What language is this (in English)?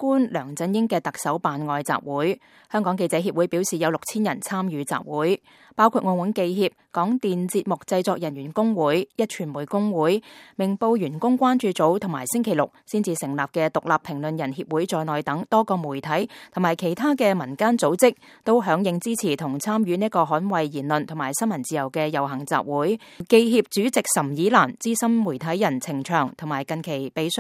Cantonese